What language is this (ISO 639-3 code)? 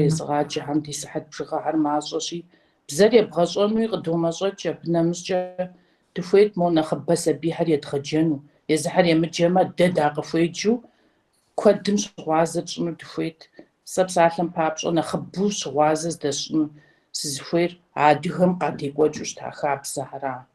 kbd